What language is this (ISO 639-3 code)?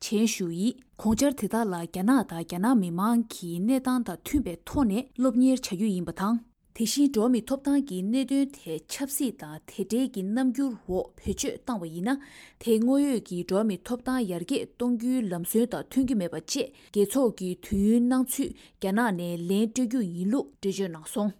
bod